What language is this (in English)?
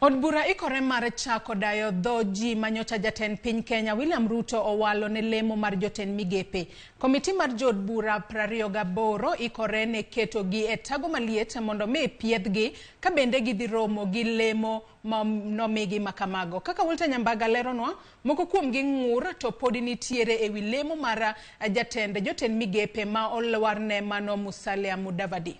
Luo (Kenya and Tanzania)